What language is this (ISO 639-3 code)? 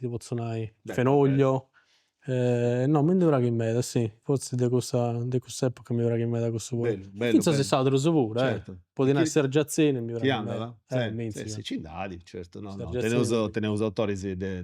srd